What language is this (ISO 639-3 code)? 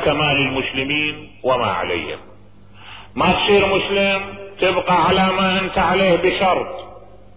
acm